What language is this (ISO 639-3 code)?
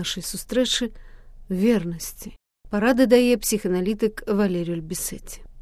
bel